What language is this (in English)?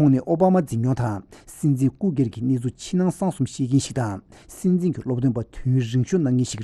Tibetan